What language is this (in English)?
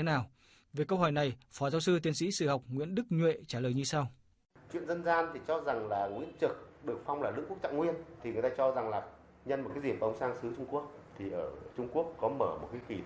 Vietnamese